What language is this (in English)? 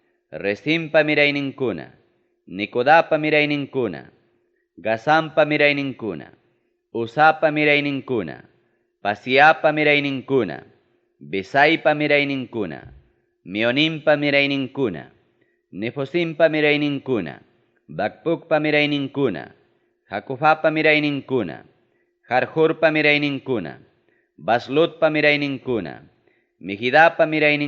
Ayacucho Quechua